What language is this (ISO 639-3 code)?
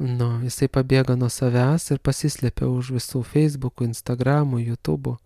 lit